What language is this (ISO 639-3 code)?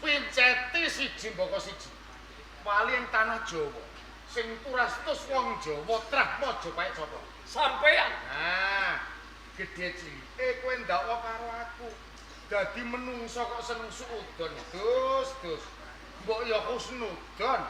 jav